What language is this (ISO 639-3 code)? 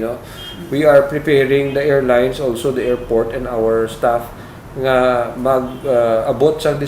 hil